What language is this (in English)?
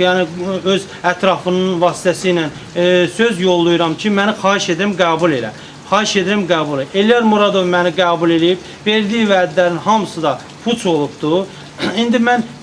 Azerbaijani